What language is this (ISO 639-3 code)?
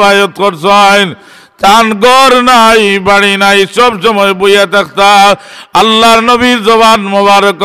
syl